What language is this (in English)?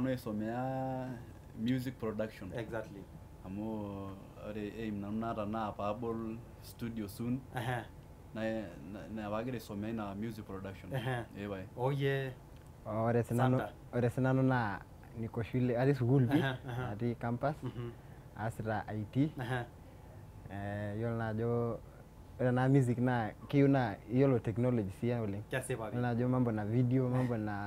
Masai